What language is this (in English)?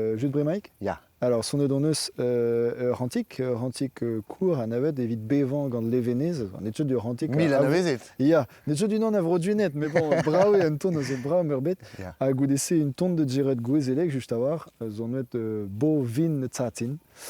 Breton